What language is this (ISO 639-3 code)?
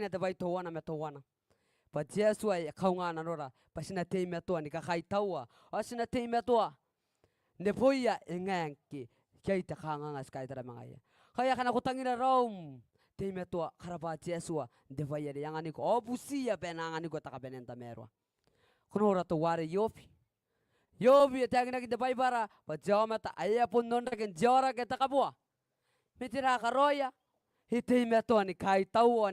gil